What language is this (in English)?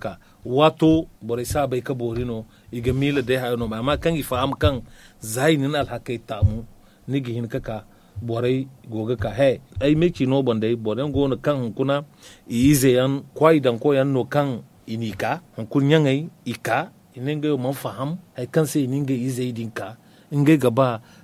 Zarma